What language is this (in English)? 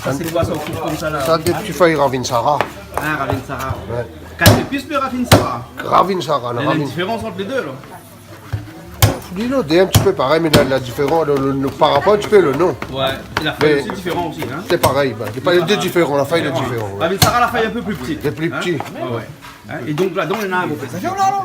Réunion Creole French